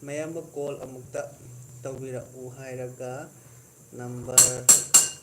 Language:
Manipuri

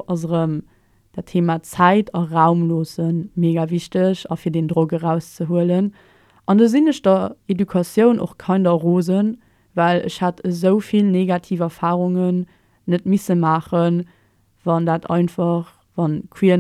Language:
Luxembourgish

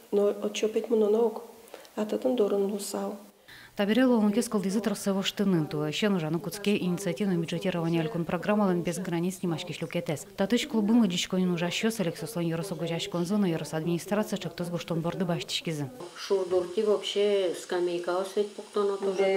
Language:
Udmurt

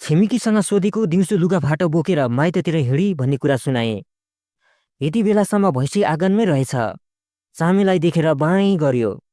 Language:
Nepali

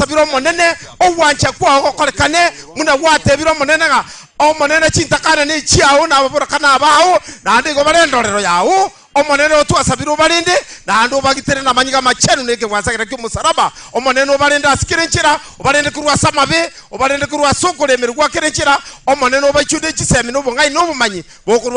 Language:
Gusii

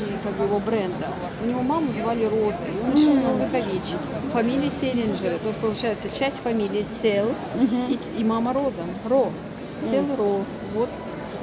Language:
Russian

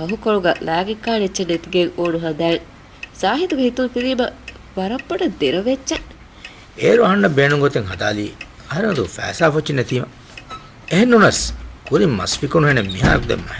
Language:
Divehi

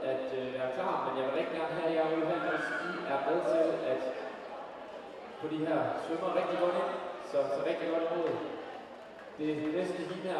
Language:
Danish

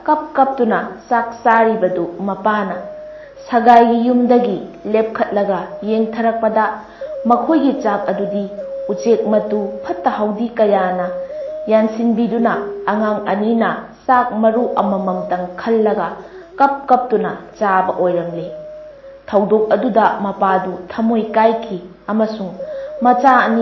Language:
Manipuri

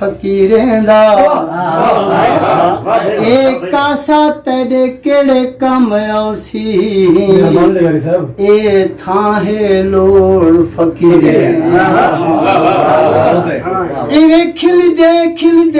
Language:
Saraiki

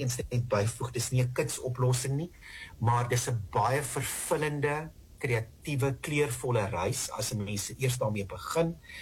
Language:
Afrikaans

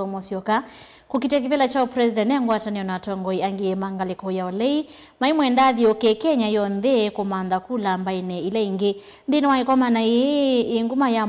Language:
Kamba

